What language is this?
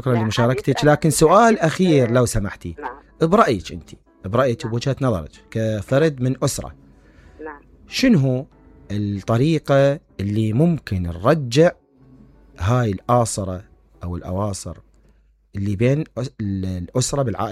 Mesopotamian Arabic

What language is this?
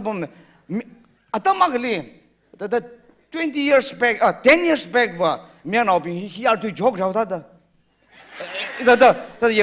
Tangkhul Naga (India)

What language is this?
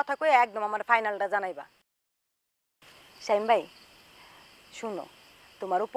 Bangla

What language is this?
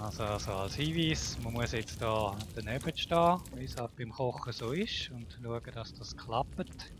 Swiss German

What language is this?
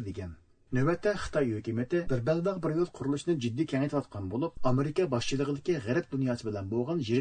Uyghur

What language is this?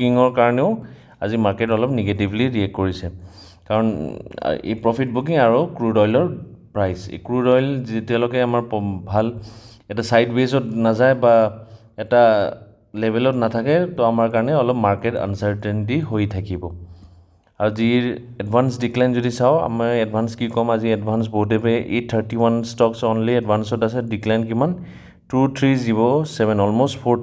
Assamese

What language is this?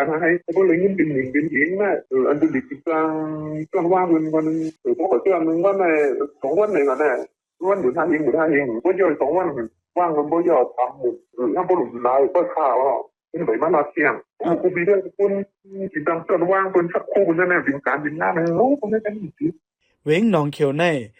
Shan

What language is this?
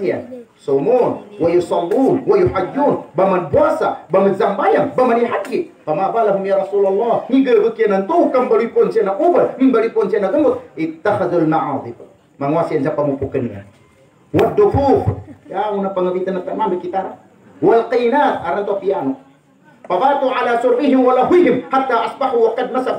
Maguindanaon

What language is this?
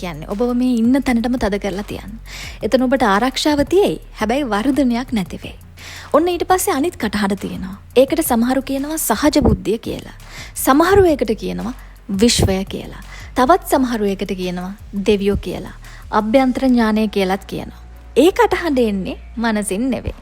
Sinhala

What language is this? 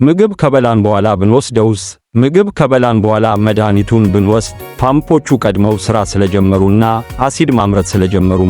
Amharic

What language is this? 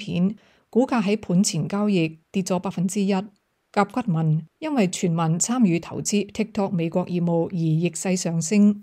Cantonese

